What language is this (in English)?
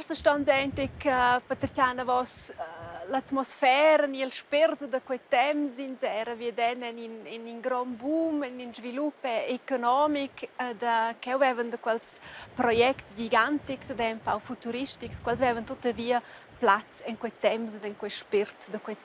Romansh